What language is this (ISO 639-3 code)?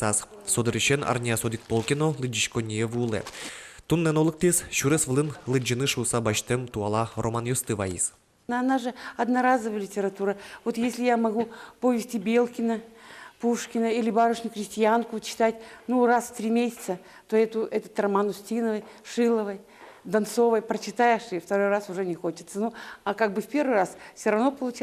udm